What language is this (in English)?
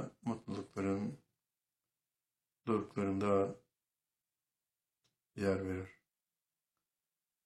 Turkish